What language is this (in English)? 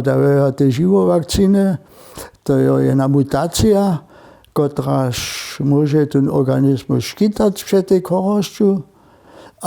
Upper Sorbian